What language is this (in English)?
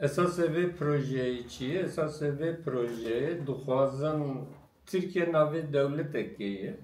Kurdish